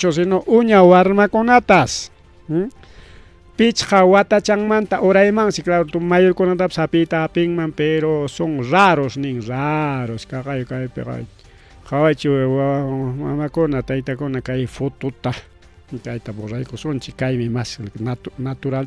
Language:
Ayacucho Quechua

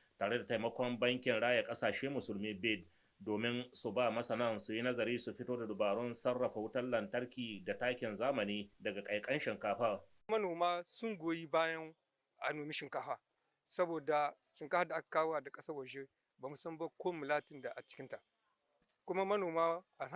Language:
Hausa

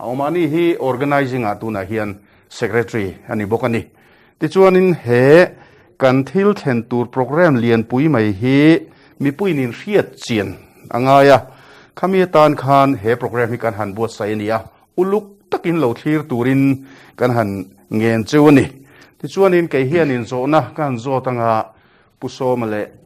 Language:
Mizo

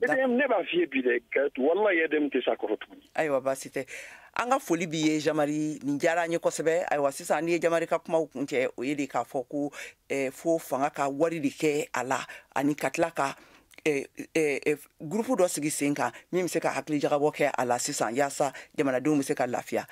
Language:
Bambara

